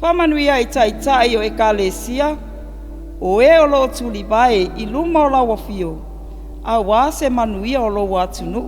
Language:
Samoan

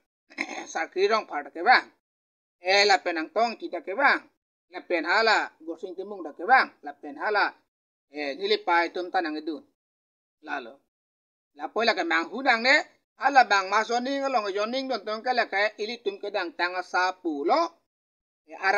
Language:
Karbi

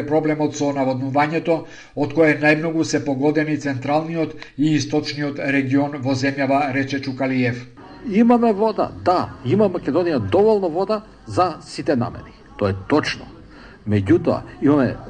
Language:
Macedonian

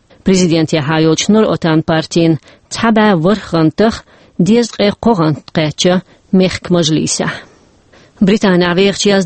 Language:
Chechen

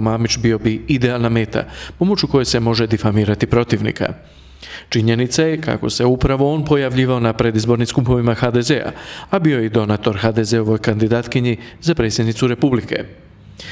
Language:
Croatian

